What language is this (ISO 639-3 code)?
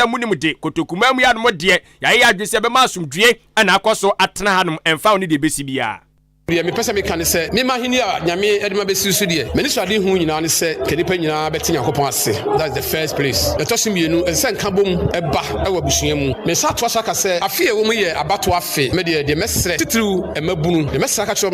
aka